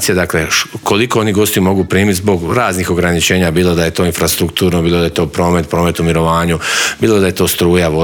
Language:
Croatian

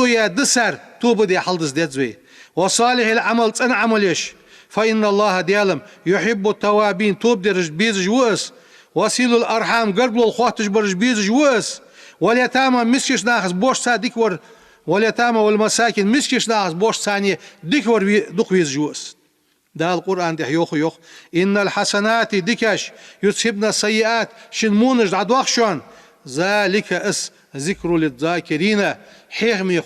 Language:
Ingush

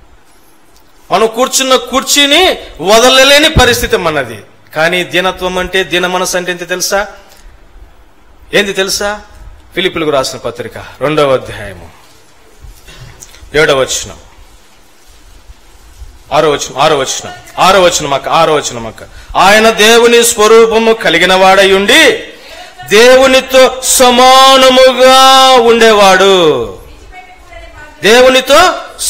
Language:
Telugu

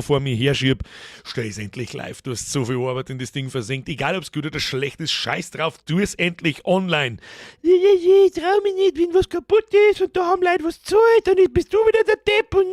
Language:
Bavarian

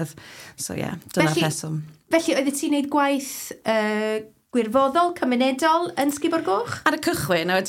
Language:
Welsh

